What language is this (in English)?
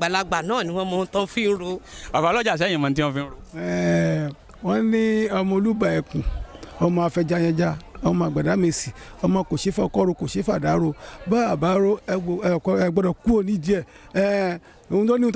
Yoruba